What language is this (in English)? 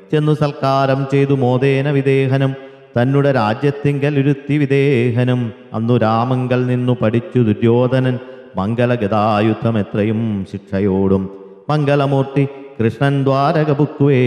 Malayalam